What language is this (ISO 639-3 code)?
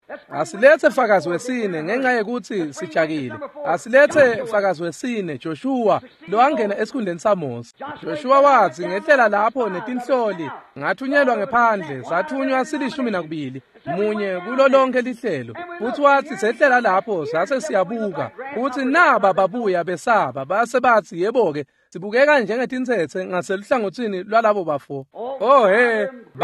ssw